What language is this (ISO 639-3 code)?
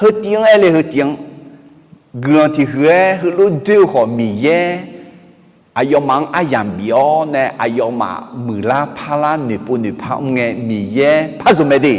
ahk